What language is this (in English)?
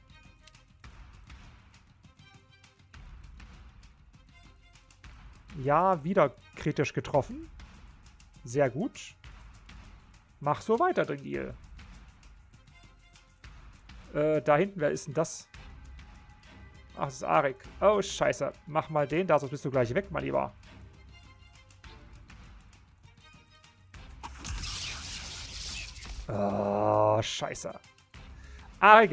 German